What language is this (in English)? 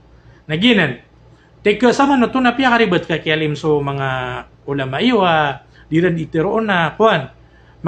Maranao